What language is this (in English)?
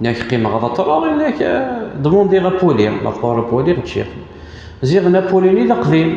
Kabyle